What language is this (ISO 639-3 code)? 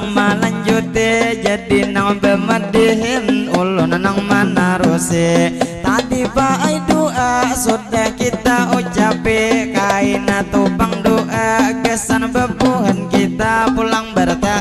bjn